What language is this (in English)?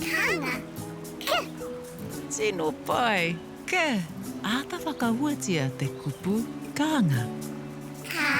Māori